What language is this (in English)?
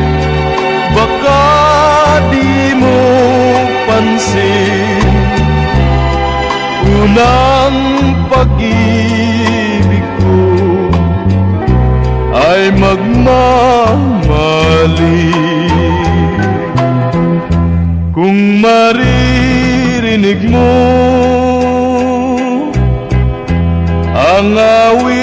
Filipino